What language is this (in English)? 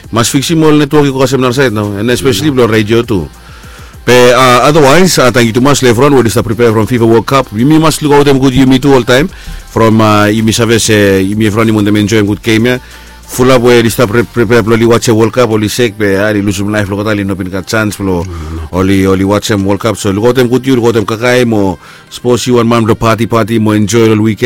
Bislama